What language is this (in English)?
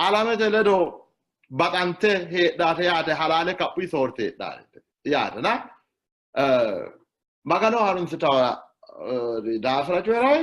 Sidamo